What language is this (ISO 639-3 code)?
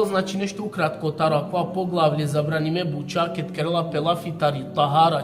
rmn